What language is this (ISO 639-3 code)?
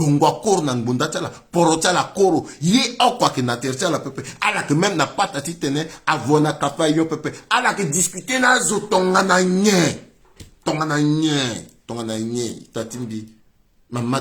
sag